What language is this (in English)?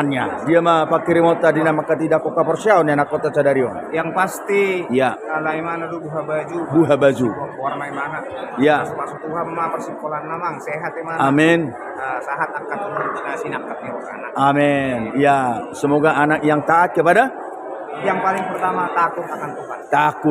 Batak Toba